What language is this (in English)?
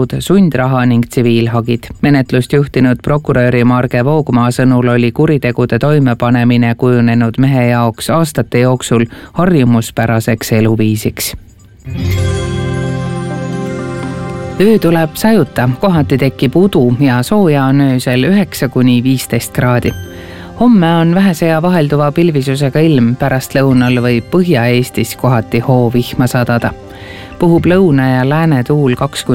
Estonian